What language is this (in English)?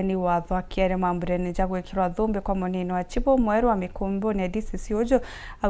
Meru